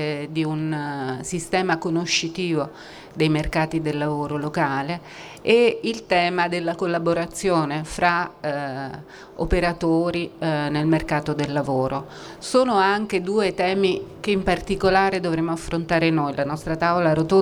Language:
Italian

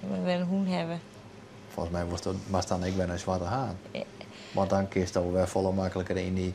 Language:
Western Frisian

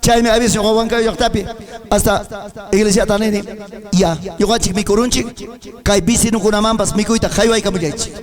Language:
Ayacucho Quechua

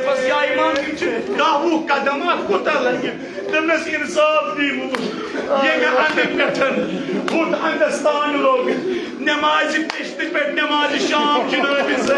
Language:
Kashmiri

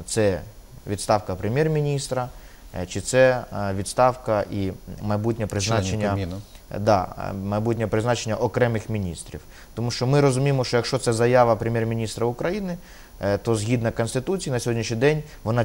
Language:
Ukrainian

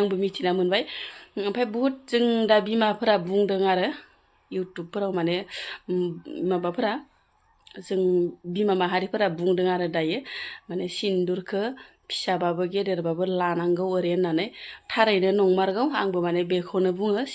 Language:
Bodo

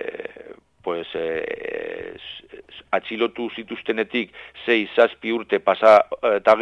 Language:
Basque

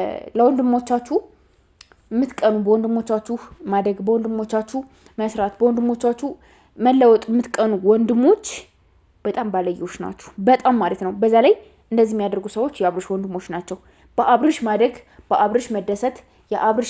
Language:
Amharic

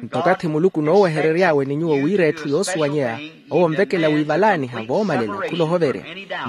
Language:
Makhuwa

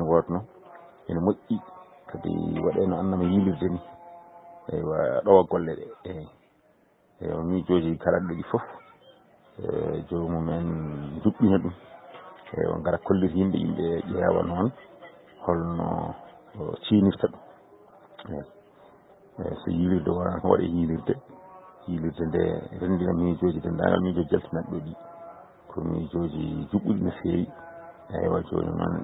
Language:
Fula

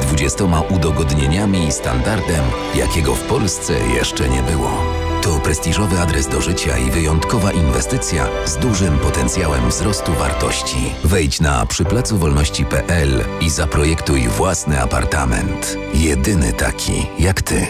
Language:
Polish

